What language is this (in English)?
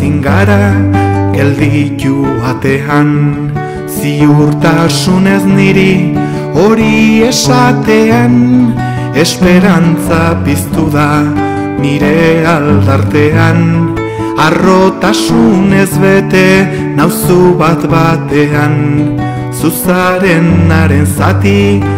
Basque